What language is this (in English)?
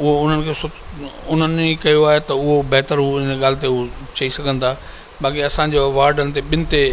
Sindhi